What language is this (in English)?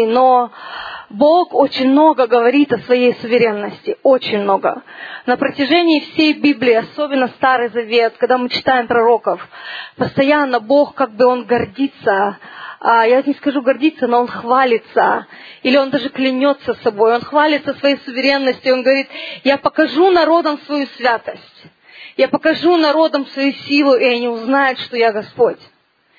Russian